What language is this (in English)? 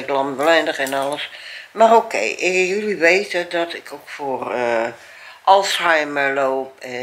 Dutch